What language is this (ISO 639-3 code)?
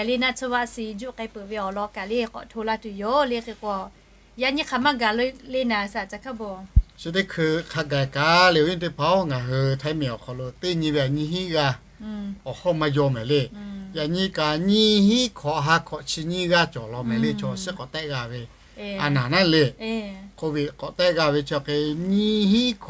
lhu